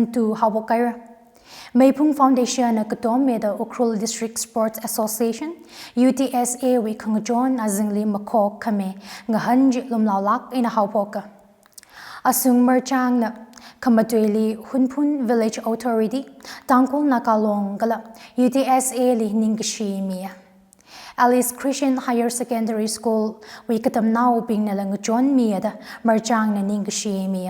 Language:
Tangkhul Naga (India)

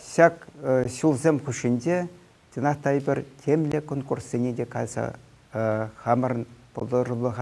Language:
Chuvash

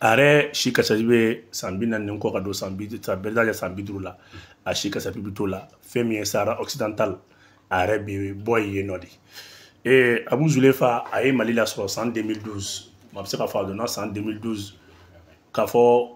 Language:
Bambara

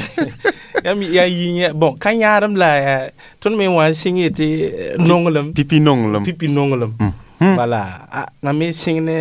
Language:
Mossi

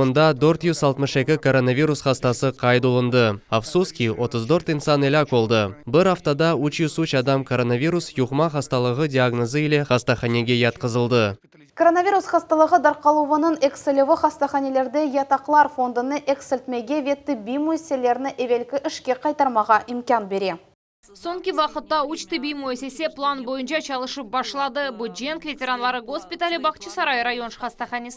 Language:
Crimean Tatar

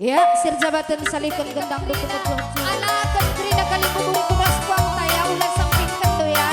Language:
Batak Karo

